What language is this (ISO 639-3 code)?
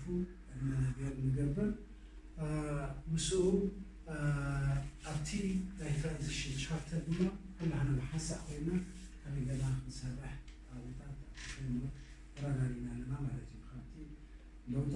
tir